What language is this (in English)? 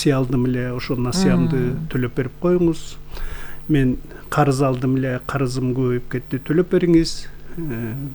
Kyrgyz